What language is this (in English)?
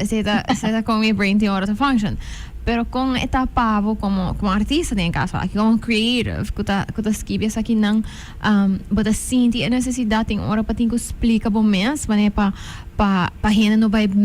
Papiamento